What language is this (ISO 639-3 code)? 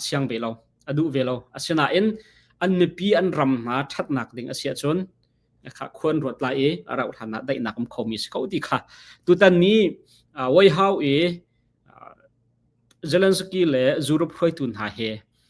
cnh